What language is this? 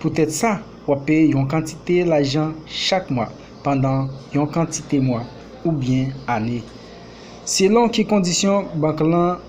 Haitian Creole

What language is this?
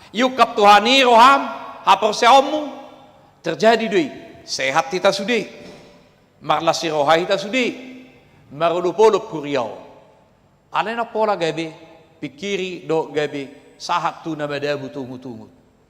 Batak Toba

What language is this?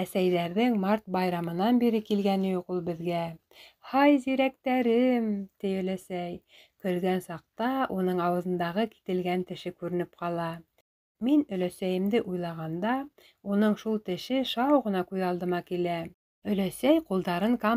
Bashkir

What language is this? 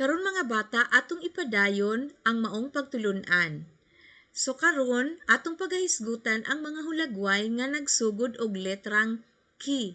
Cebuano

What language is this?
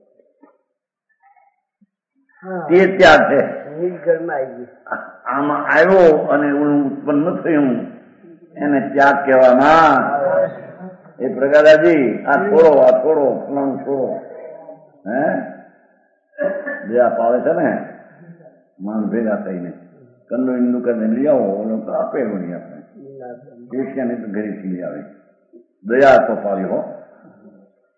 Gujarati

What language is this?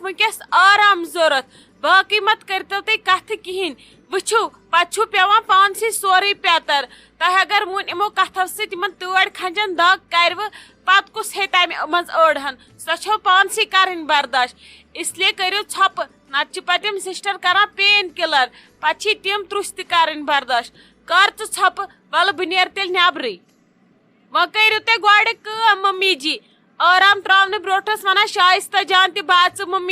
Kashmiri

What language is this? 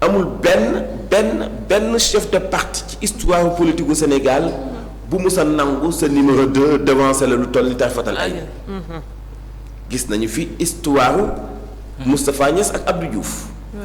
Wolof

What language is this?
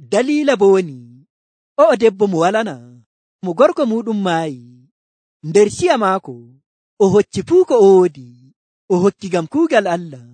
Nigerian Fulfulde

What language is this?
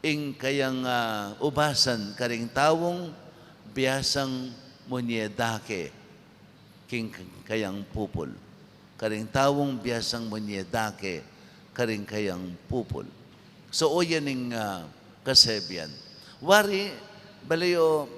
Pampanga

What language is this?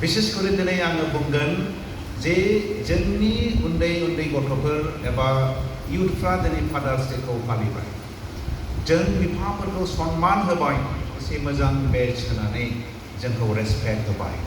Bodo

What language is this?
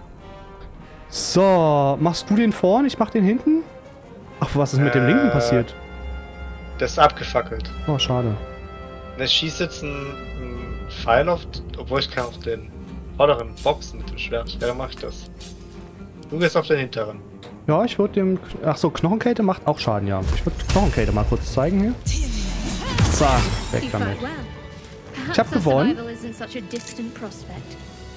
German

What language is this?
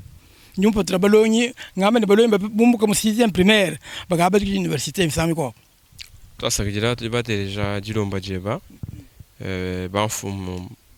Luba-Lulua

